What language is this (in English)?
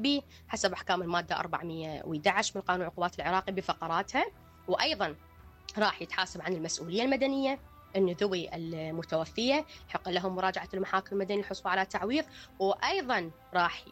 Mesopotamian Arabic